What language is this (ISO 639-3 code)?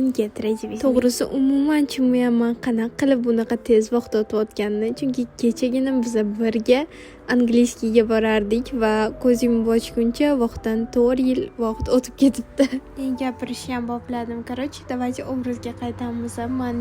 uzb